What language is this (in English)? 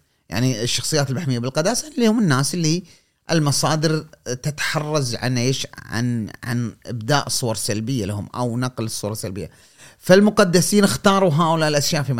Gulf Arabic